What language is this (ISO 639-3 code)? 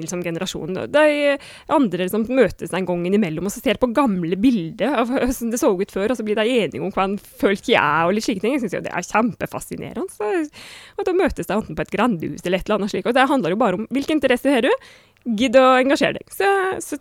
nor